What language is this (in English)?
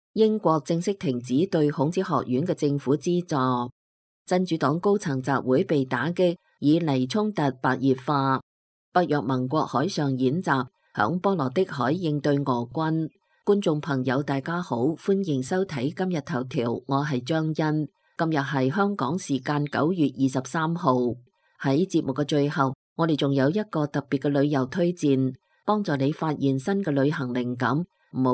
Cantonese